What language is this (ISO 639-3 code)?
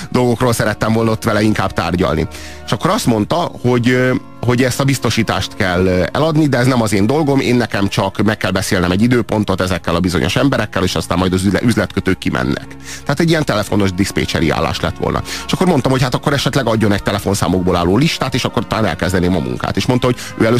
hun